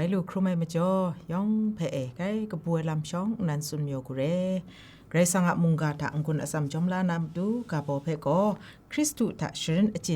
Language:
Kachin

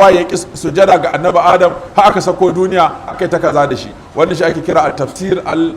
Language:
Hausa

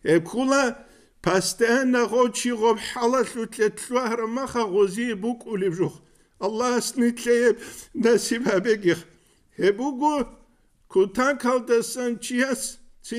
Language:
Avaric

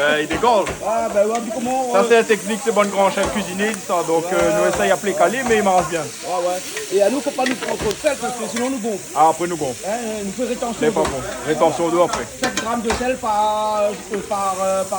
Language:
Réunion Creole French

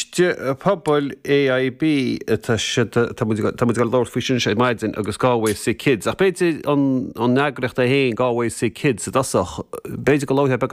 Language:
Irish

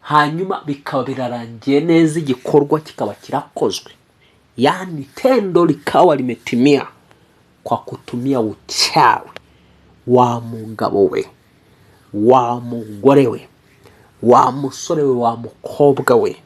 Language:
Kinyarwanda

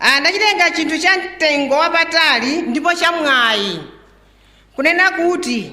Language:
Nyanja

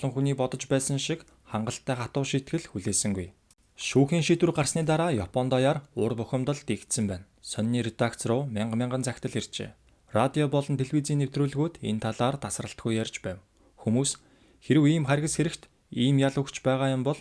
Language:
Mongolian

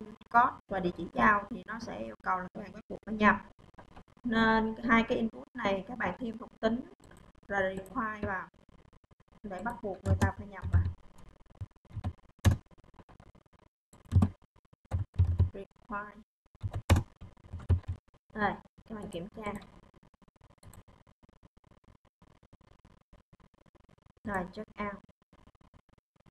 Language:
Vietnamese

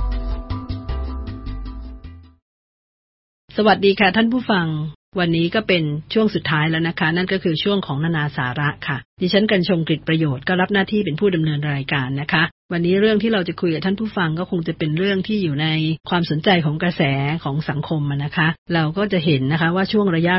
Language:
Thai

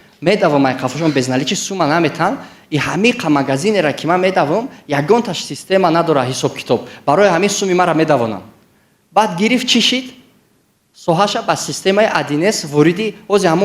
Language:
Tajik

